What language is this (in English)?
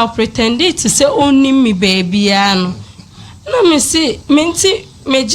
Akan